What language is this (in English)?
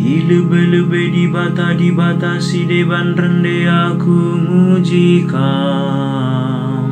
Batak Karo